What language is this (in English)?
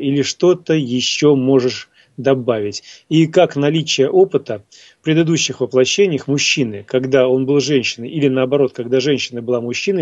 Russian